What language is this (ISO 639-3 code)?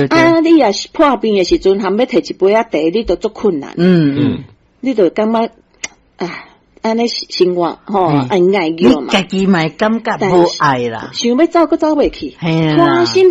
nan